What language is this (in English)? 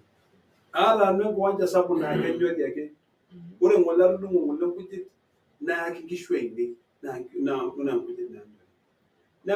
Masai